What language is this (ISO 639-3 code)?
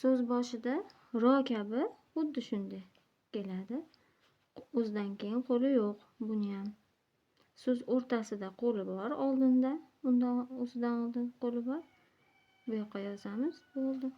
uzb